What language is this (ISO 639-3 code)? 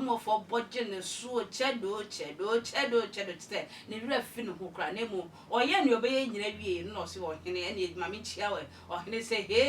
aka